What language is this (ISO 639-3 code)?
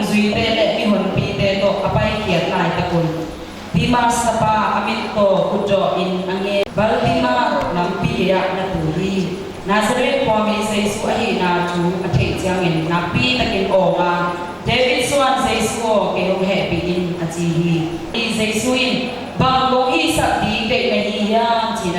ctd